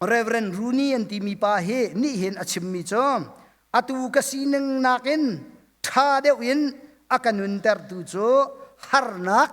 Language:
Hakha Chin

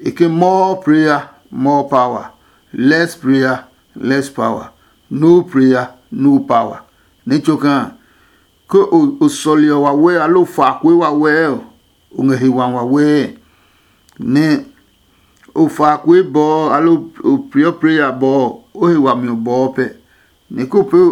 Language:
Adangme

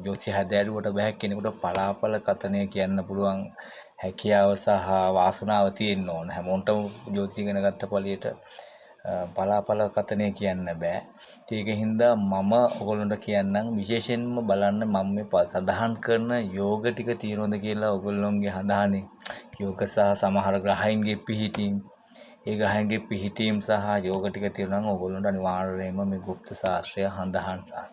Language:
Sinhala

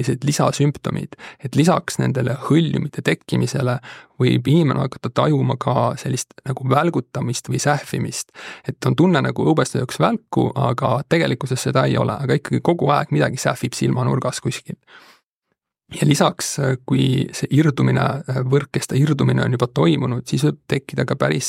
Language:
Estonian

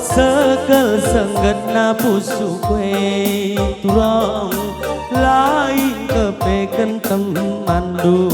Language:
Batak Karo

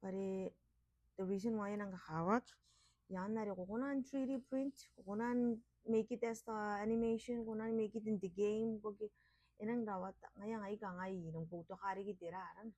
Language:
Gilbertese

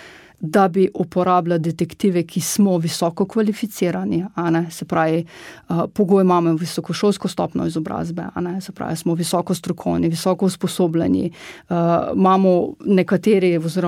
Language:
Slovenian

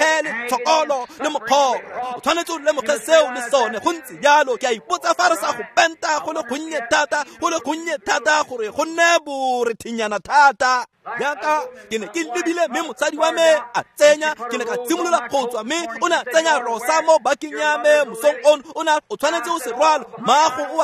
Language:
Tswana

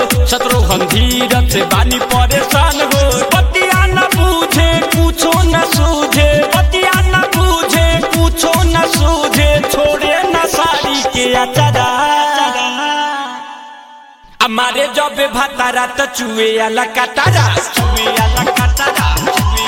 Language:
Bhojpuri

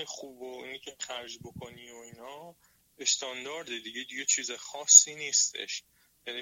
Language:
Persian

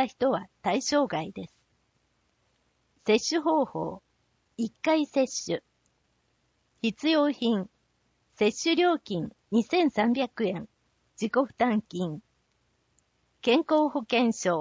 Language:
Japanese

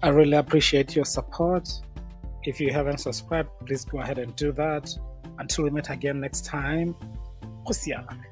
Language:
Tswana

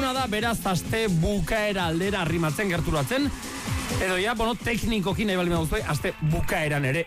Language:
Basque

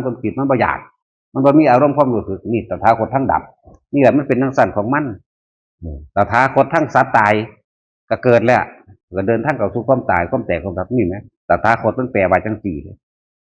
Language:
Northeastern Thai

